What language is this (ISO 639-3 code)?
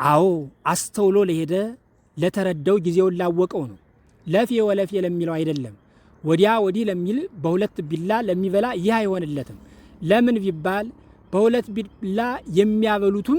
amh